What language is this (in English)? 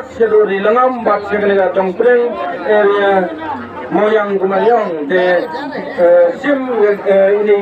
Khasi